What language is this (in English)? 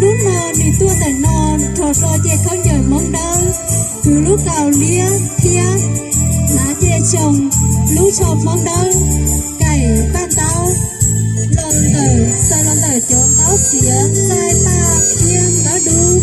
Hmong